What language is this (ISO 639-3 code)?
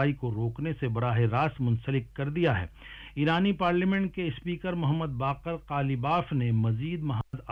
urd